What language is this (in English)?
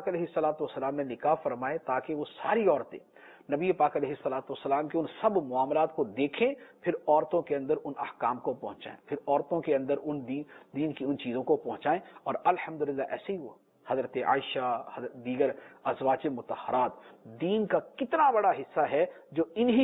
Urdu